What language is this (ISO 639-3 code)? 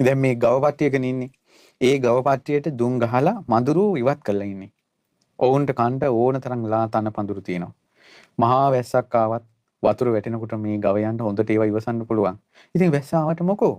sin